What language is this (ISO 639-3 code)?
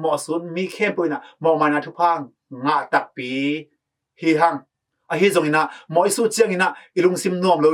ctd